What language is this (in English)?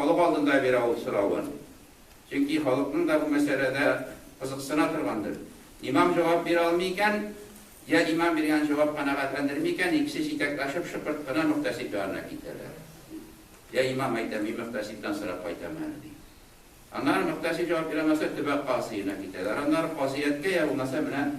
Tatar